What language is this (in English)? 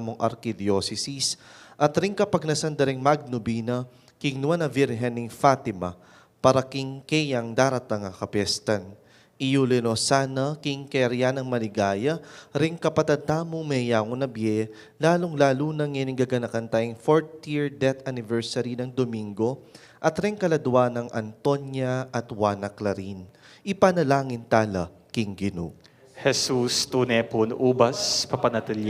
Pampanga